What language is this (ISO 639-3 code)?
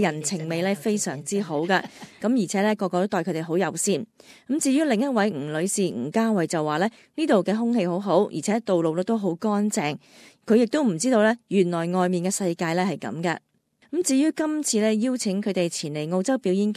yue